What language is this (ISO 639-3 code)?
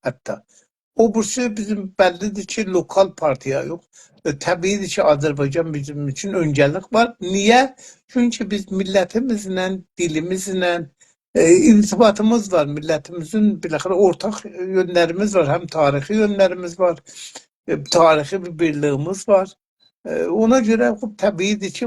azb